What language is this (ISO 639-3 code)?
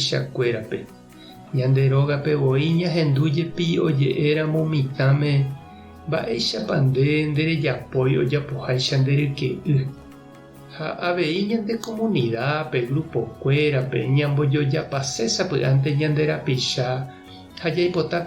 grn